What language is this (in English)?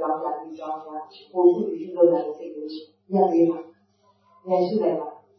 Burmese